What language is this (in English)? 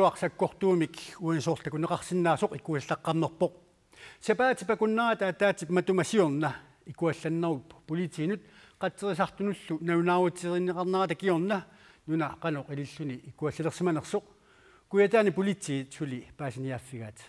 Kalaallisut